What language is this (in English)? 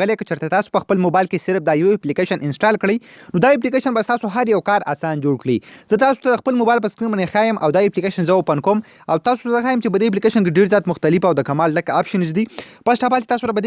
Pashto